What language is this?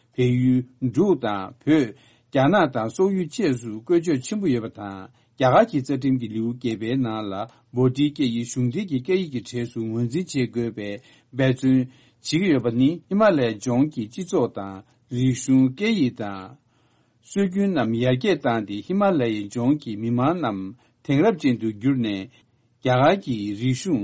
Tibetan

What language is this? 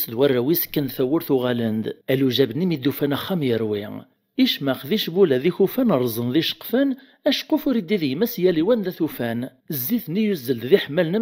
Kabyle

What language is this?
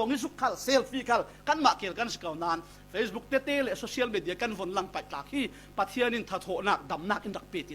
Falam Chin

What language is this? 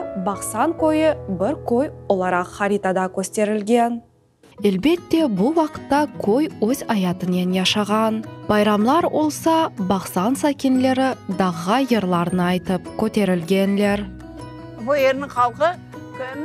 Crimean Tatar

